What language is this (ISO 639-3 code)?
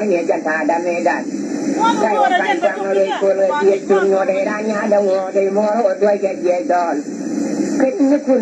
nus